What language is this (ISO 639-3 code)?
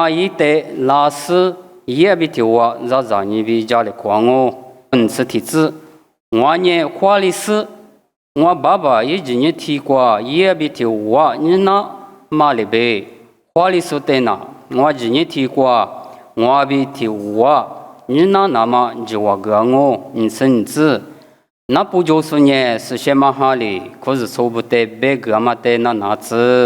lis